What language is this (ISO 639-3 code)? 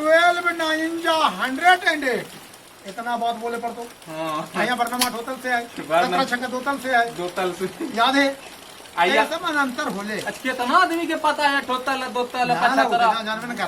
mag